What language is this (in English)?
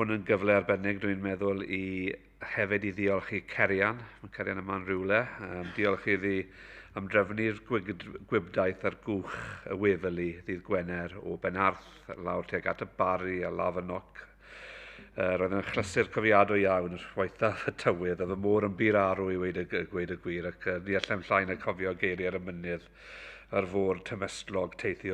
Welsh